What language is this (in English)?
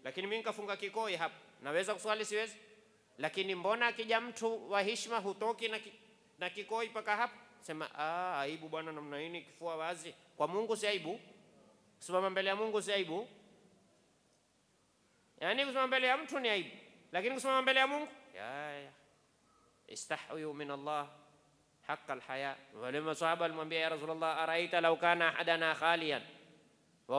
Swahili